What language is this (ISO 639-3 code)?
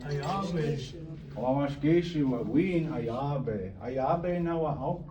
ciw